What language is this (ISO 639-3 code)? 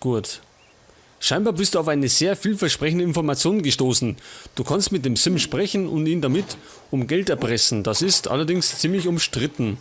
bar